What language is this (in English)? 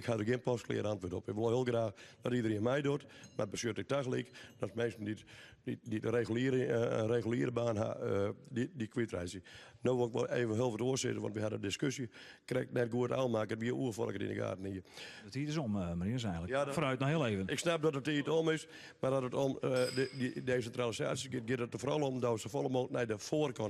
Western Frisian